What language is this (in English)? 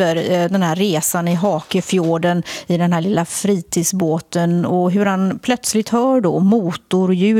Swedish